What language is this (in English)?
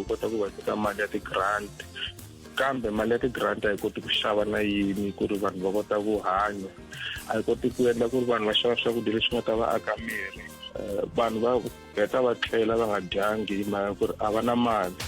Tsonga